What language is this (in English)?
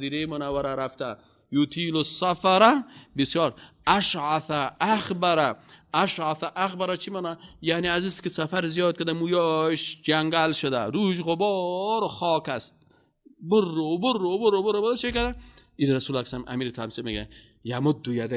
Persian